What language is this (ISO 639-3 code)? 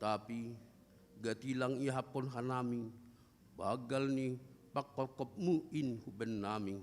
bts